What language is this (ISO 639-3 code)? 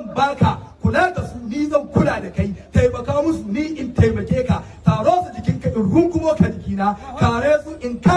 hau